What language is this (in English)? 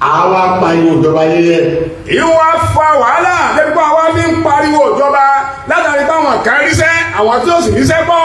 Yoruba